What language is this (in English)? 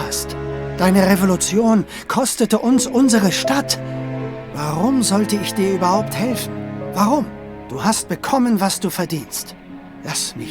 Swiss German